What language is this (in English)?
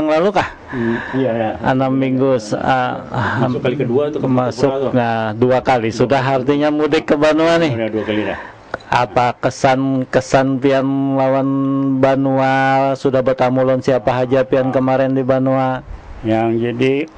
Banjar